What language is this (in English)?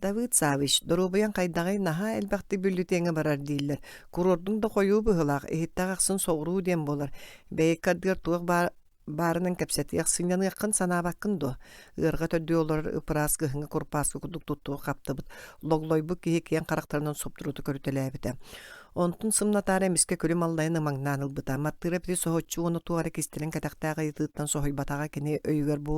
Yakut